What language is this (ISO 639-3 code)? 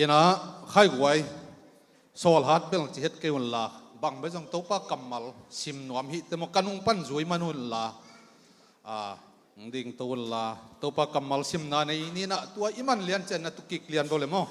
ctd